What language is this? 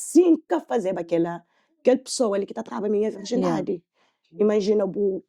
Kabuverdianu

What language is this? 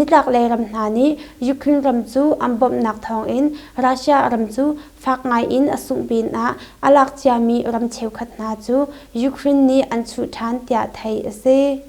Hakha Chin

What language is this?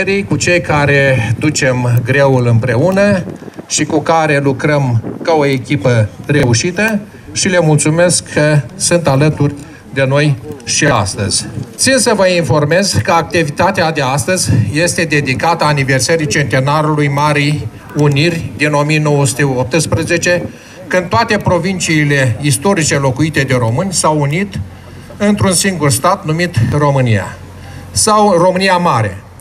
Romanian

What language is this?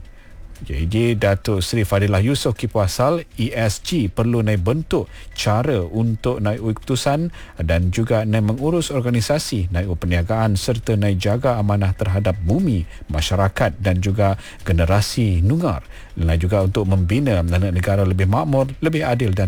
Malay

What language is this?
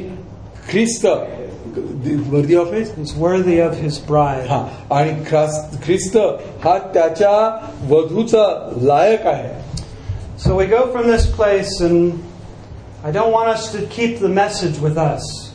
Marathi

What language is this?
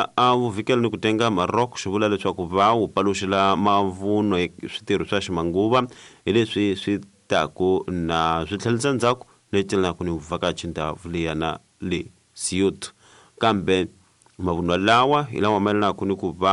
Tsonga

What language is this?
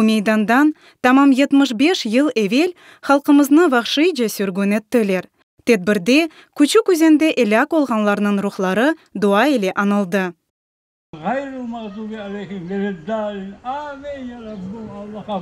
Crimean Tatar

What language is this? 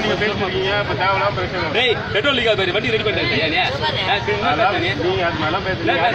Tamil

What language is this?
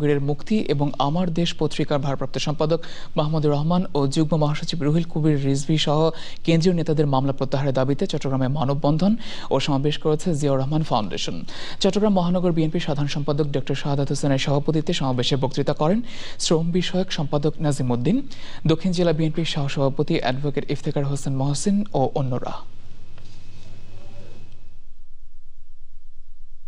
Bangla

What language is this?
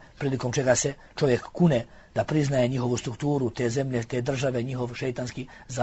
Bosnian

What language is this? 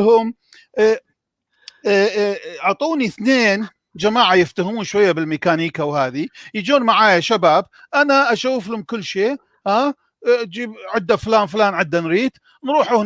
North Levantine Arabic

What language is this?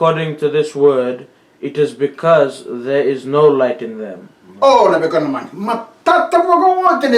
Fijian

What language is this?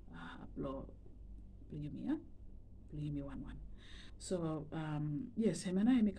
Bislama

